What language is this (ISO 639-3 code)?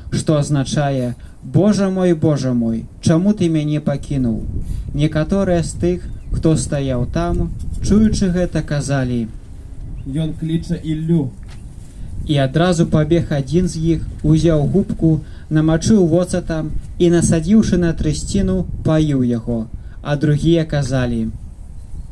bel